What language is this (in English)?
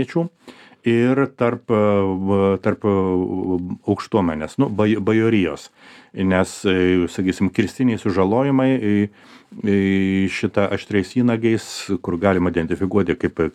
Lithuanian